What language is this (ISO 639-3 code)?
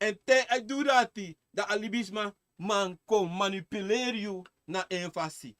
srn